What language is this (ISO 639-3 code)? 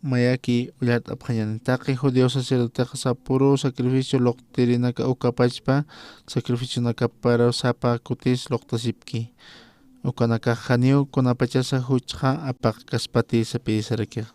aym